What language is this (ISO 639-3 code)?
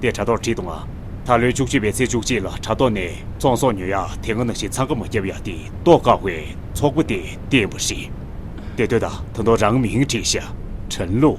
bod